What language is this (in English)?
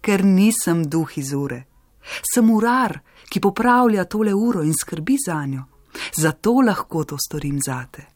Slovenian